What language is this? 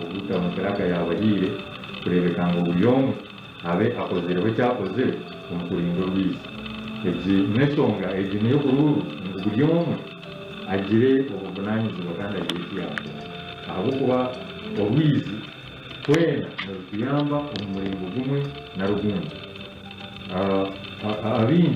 Nyankole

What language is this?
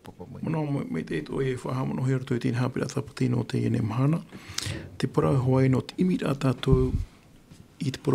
Tahitian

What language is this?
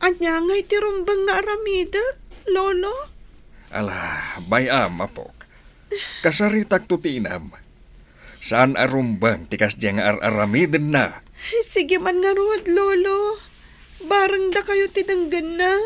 Iloko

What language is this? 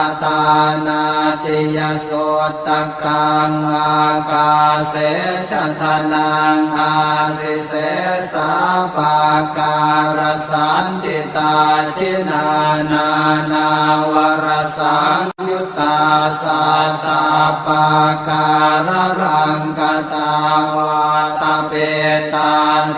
Pali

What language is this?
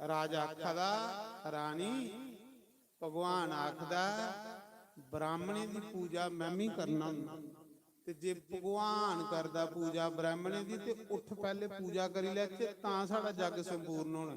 Dogri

